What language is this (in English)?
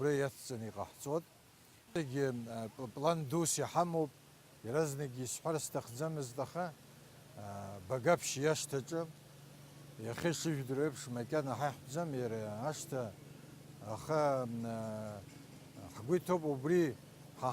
Abkhazian